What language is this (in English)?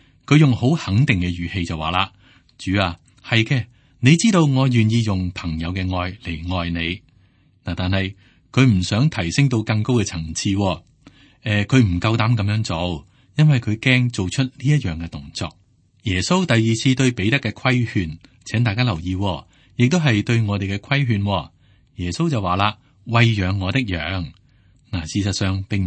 Cantonese